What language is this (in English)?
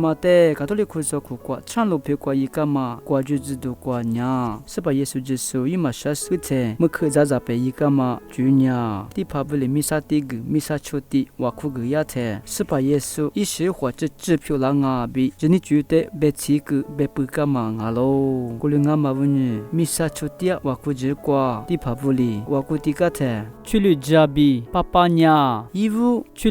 Lisu